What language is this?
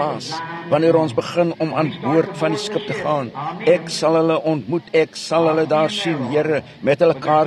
Afrikaans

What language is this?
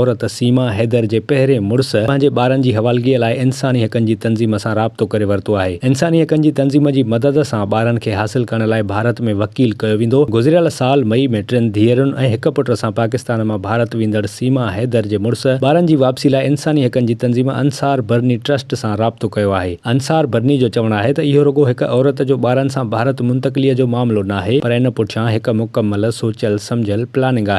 Sindhi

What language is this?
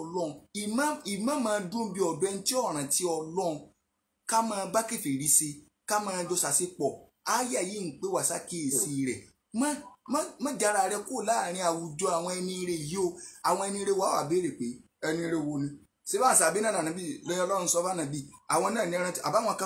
Yoruba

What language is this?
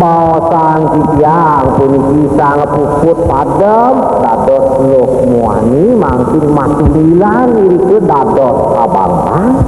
Balinese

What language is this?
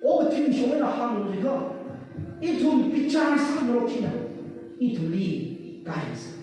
Tangkhul Naga (India)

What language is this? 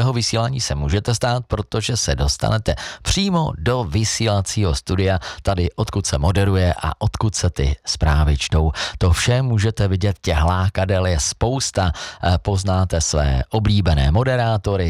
Czech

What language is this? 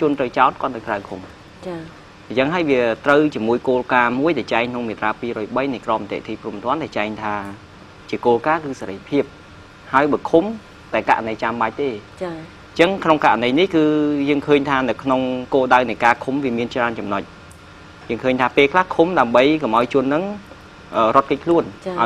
Khmer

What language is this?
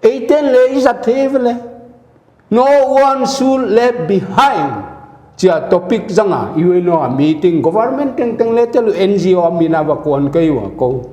Paite Chin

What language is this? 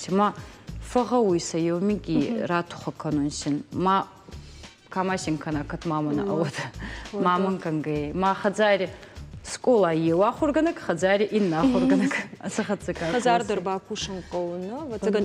Ossetic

